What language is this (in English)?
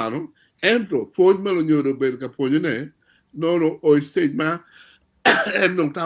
Acoli